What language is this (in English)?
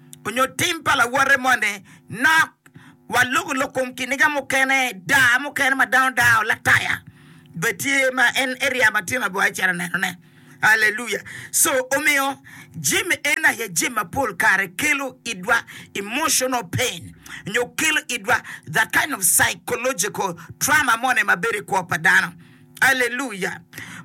Acoli